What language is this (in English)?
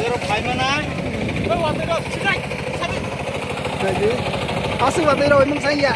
Kok Borok